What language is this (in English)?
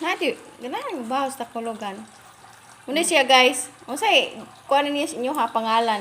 Cebuano